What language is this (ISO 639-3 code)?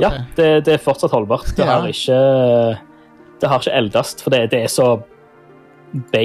nor